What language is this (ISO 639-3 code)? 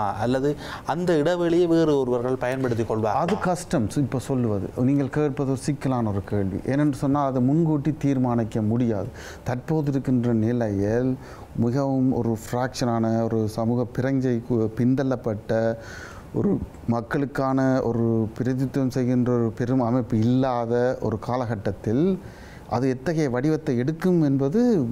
tam